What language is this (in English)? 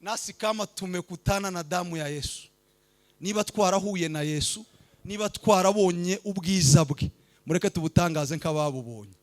Kinyarwanda